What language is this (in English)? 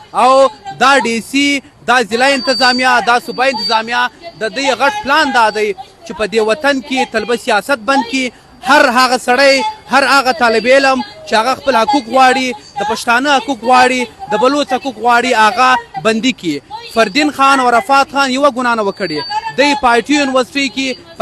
Pashto